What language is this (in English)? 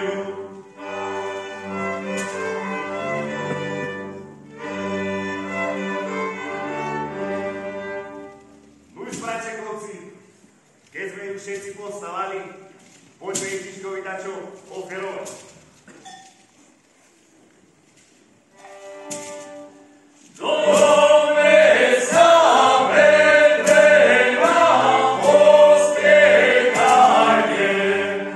Slovak